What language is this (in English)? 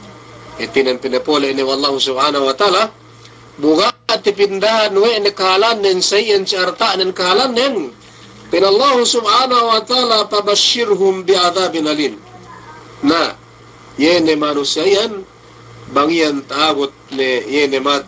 Yakan